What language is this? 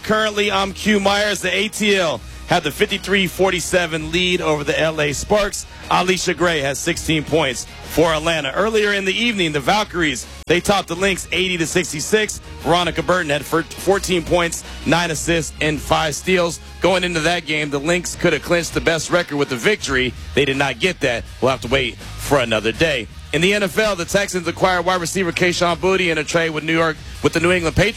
English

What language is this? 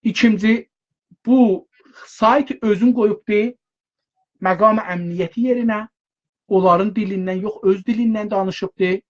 South Azerbaijani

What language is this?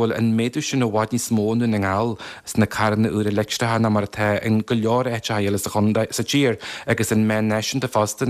Irish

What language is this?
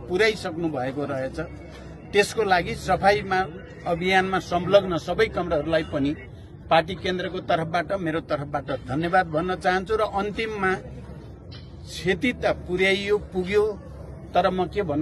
Nepali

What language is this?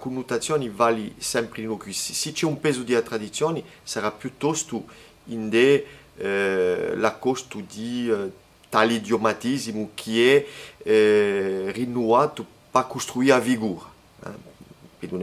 Corsican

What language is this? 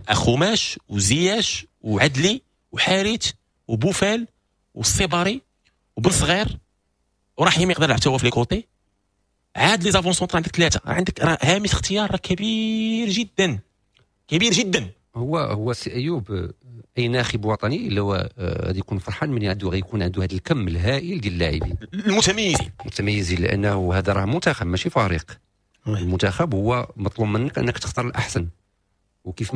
Moroccan Arabic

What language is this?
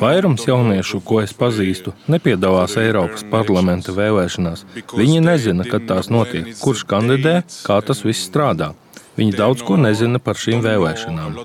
Latvian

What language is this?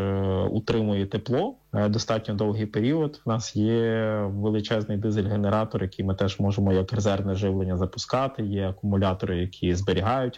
Ukrainian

